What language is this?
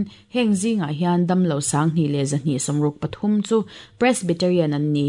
Mizo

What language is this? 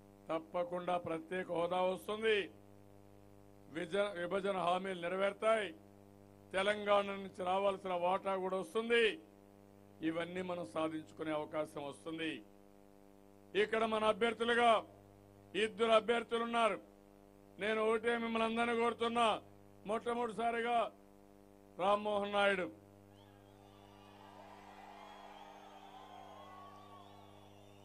Telugu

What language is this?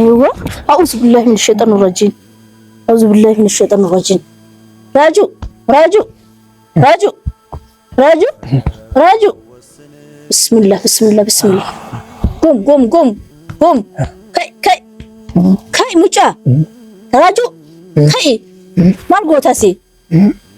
Oromo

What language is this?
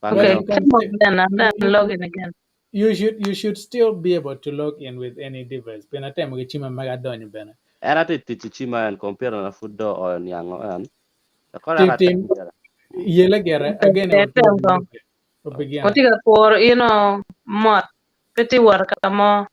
Acoli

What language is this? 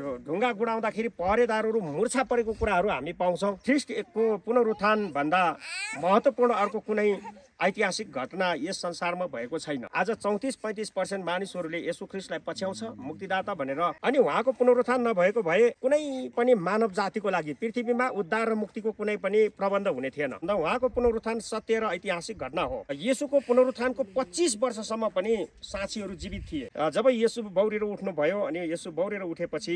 Nepali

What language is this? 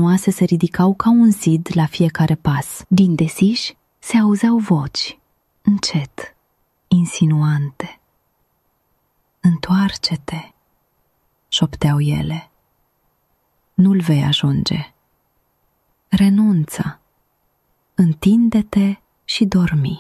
Romanian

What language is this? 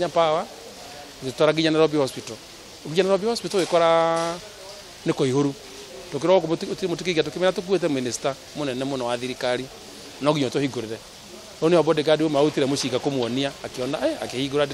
Kikuyu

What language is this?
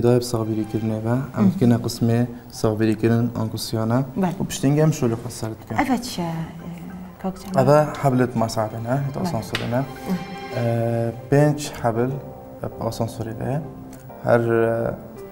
Kurdish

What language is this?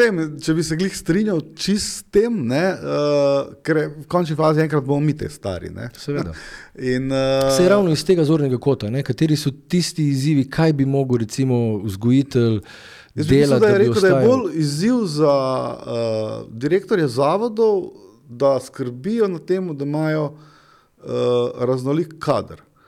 Slovenian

